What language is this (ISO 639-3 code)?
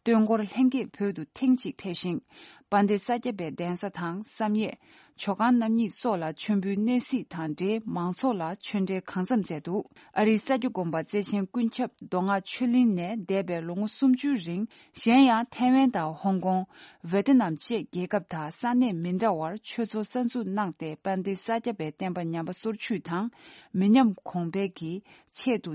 bod